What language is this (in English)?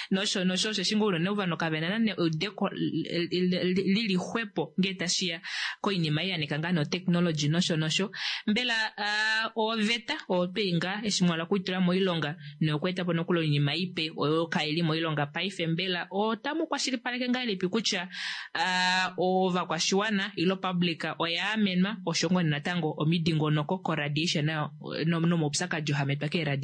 Kuanyama